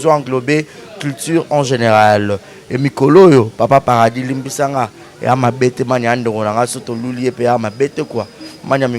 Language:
Lingala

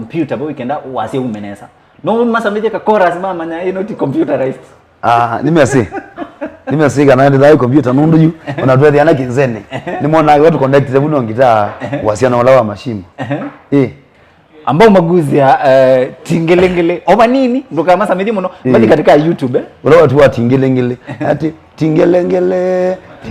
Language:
Kamba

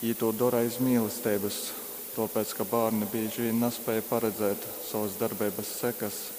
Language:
Latgalian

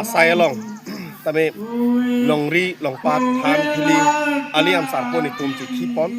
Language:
Karbi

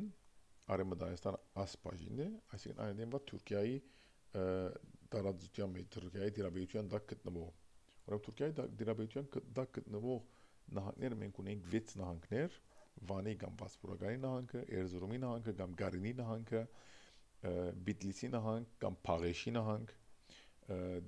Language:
Armenian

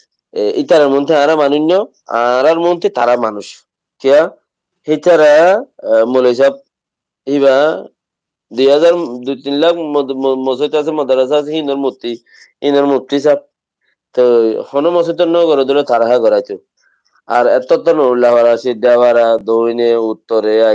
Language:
Rohingya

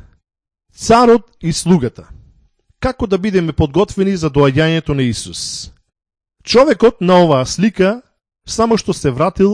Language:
Macedonian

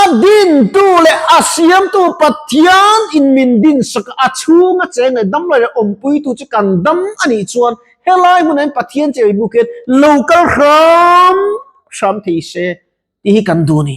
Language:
Mizo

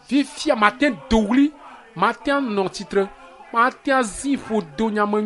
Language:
Ewe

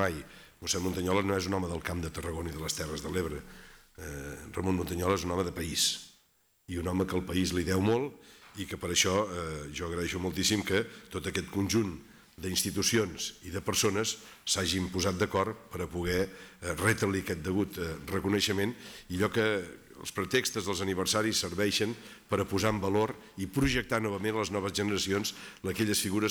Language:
Catalan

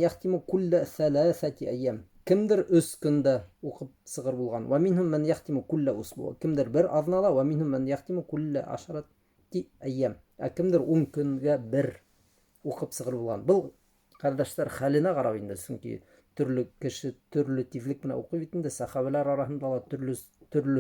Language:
Bashkir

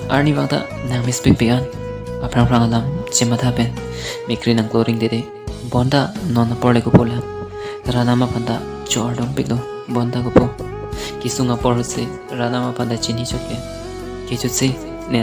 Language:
Karbi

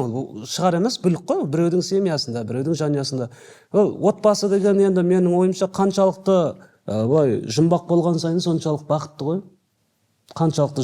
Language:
Kazakh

